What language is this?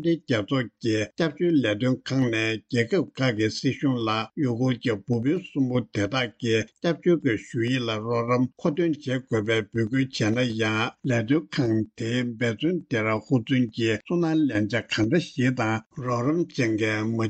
Tibetan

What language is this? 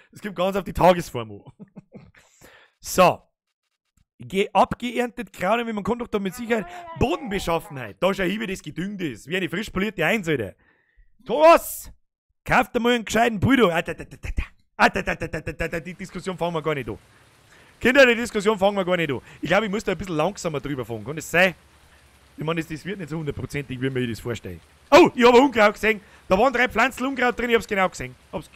Bavarian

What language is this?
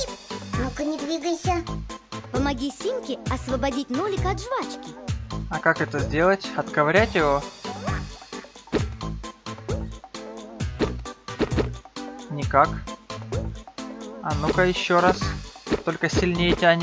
Russian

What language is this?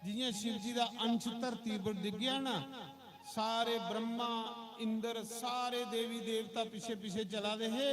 Dogri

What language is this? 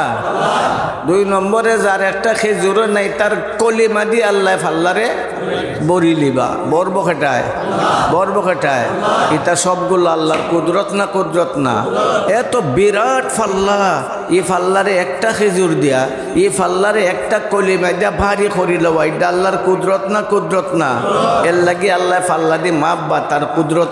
Sylheti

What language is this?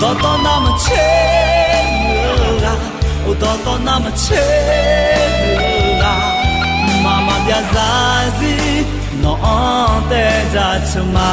Akha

